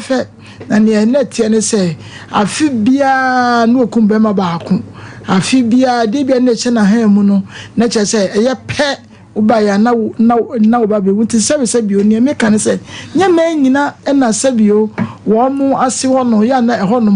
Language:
Akan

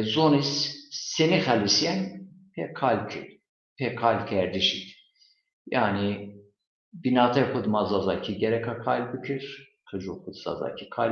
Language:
Zaza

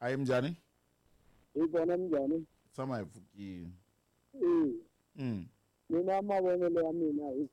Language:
Tsonga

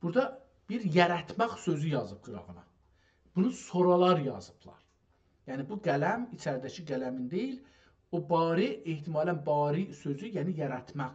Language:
South Azerbaijani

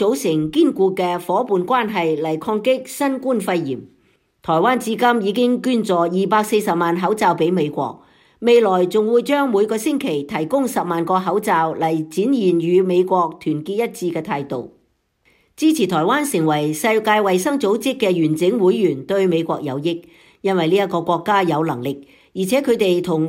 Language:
Cantonese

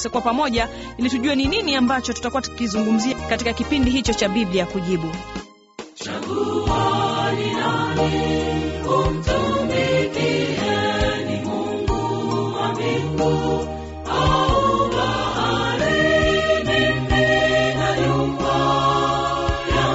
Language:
Swahili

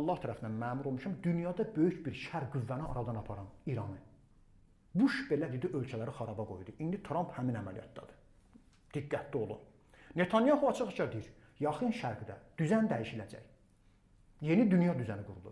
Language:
Azerbaijani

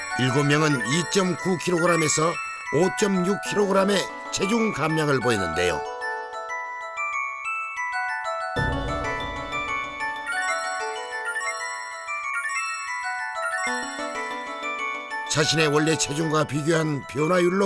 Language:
Korean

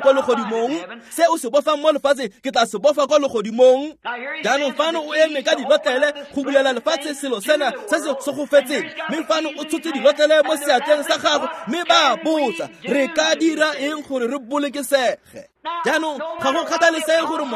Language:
Tswana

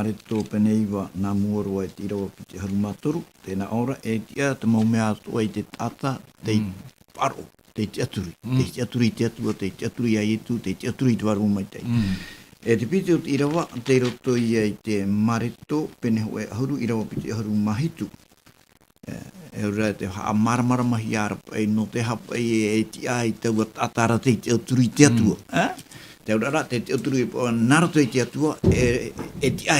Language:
Tahitian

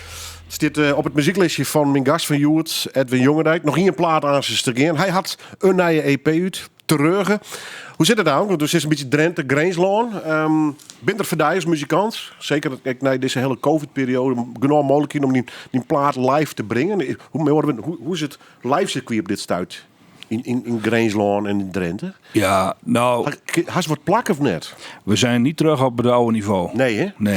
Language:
Western Frisian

